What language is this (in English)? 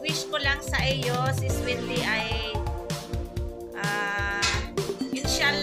Filipino